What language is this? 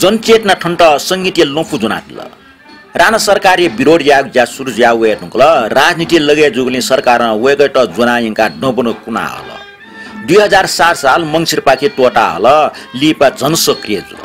Newari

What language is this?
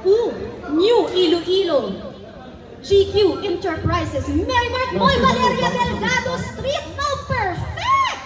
Hiligaynon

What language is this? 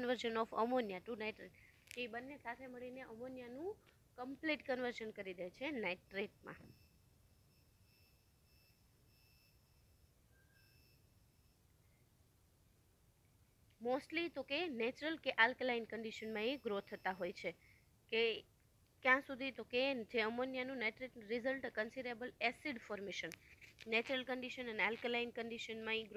Gujarati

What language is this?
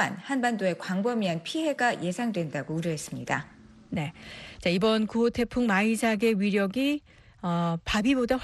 Korean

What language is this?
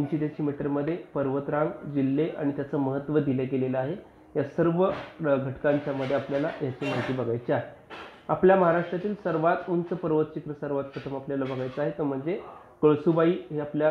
Marathi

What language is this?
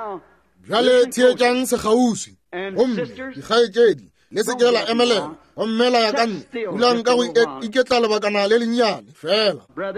Northern Sotho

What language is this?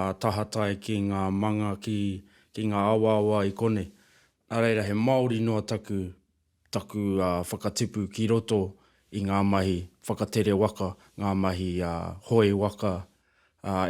Māori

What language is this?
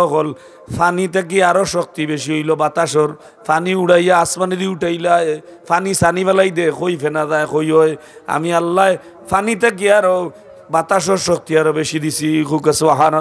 Sylheti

